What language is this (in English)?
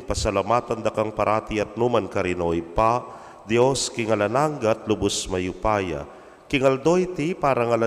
Pampanga